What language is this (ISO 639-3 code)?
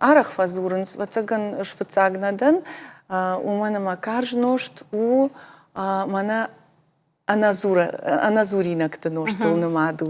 oss